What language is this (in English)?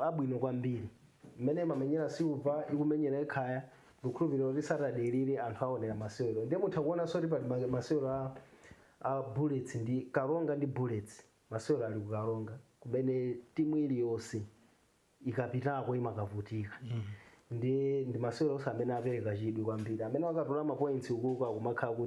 Nyanja